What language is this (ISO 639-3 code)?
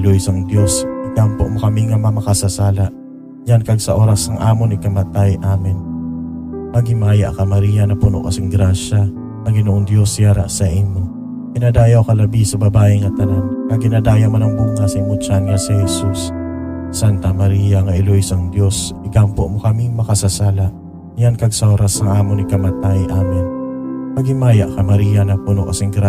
hil